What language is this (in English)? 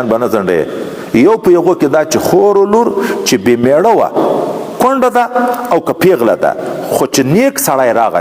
Pashto